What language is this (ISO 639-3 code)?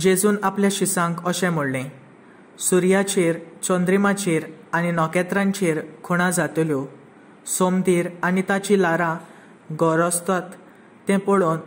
kok